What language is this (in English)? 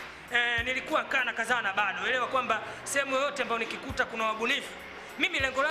Swahili